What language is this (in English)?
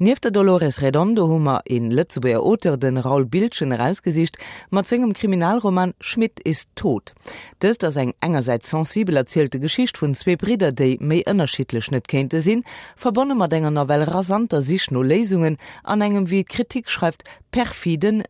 Luxembourgish